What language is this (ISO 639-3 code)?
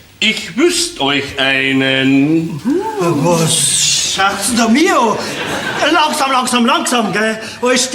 bar